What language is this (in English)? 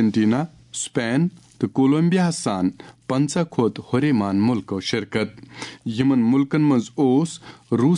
Kashmiri